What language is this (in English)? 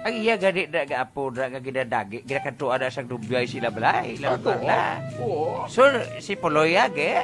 Hiligaynon